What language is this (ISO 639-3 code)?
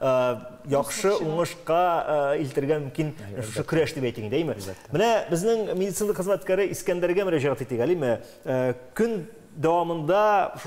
tat